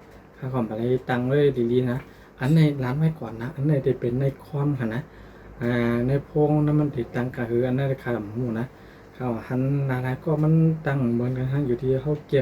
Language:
Shan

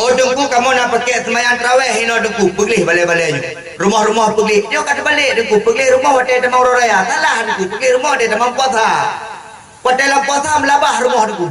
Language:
Achinese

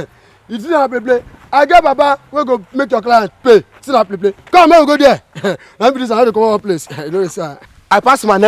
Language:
Nigerian Pidgin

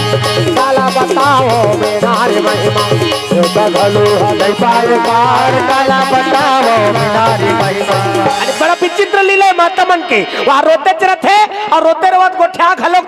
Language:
Chhattisgarhi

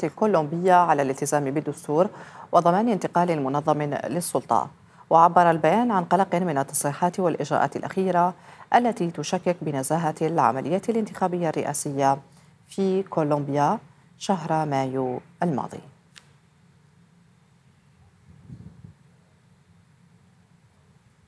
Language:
Arabic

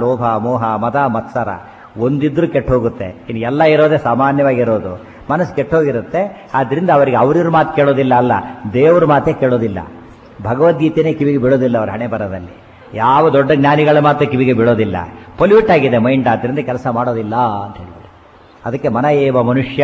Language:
Kannada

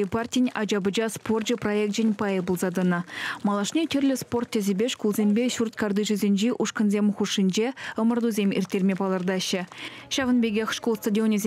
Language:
Chuvash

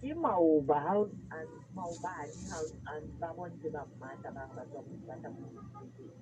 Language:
Southern Sotho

